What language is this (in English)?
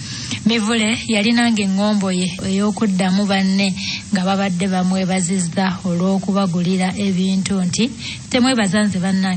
Ganda